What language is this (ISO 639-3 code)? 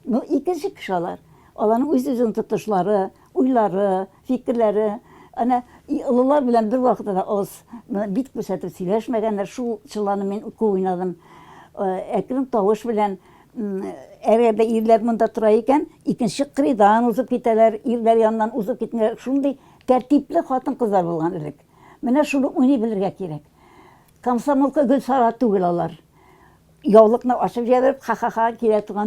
tat